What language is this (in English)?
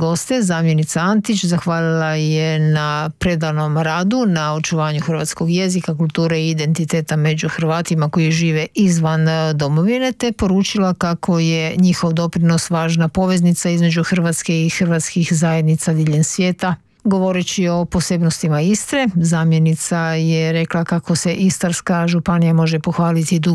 Croatian